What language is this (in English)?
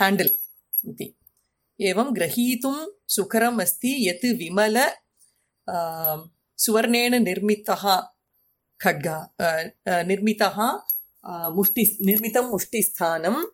Sanskrit